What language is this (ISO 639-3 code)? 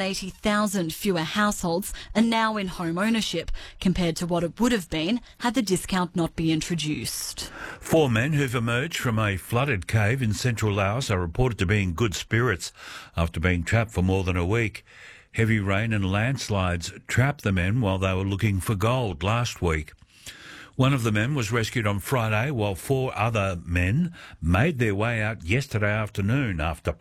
eng